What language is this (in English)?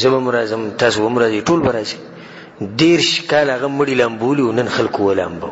Pashto